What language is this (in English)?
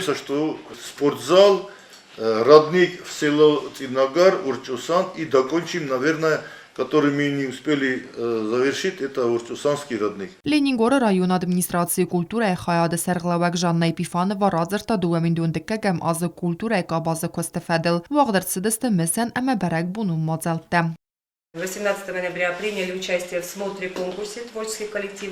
Ossetic